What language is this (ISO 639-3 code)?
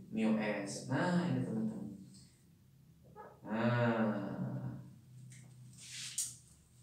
ind